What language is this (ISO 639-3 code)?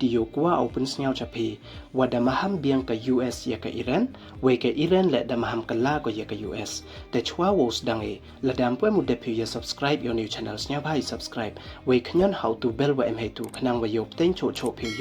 pbv